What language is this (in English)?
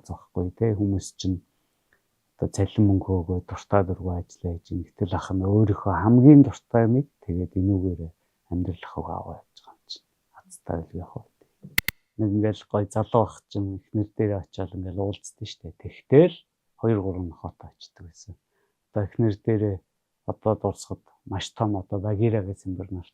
Mongolian